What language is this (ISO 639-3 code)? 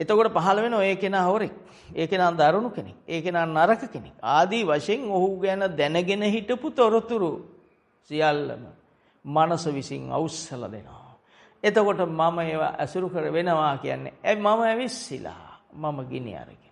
sin